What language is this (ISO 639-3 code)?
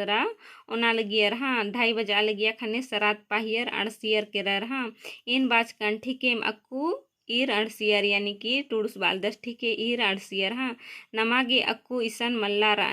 kru